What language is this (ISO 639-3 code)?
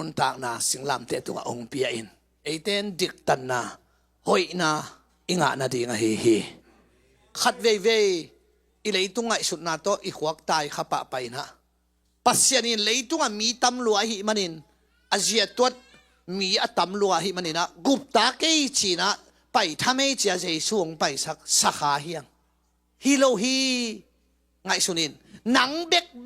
ctd